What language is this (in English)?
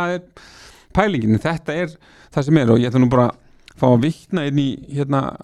Icelandic